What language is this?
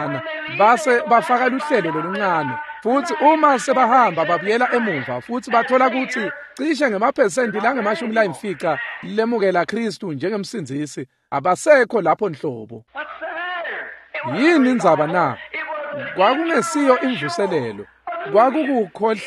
Swati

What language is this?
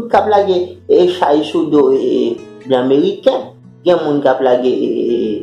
Haitian Creole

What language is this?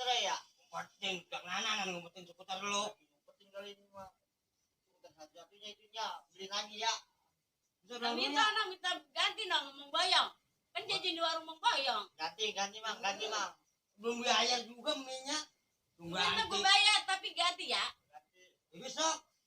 Betawi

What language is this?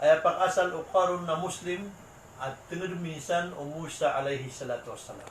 Maranao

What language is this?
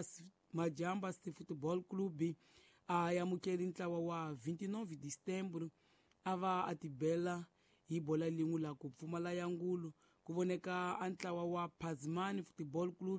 Tsonga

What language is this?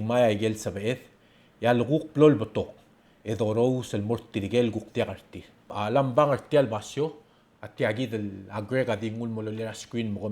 Palauan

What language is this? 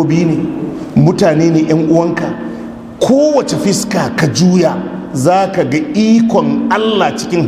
Hausa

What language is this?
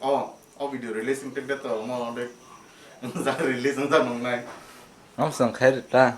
Kok Borok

